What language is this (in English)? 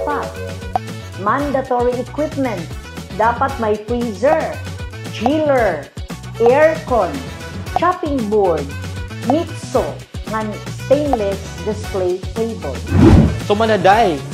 Waray